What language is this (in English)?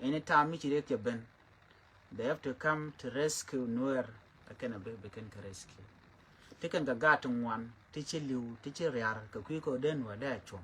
Nuer